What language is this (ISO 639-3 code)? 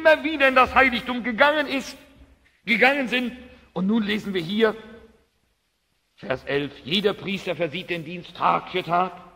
deu